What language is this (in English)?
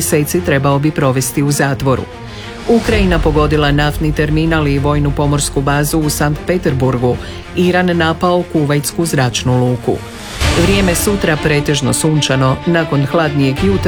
Croatian